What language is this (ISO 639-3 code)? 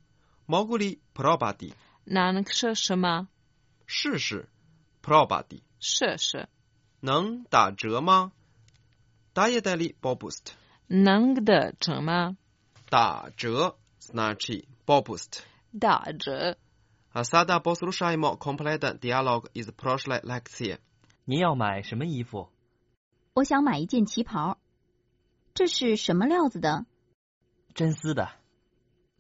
hrv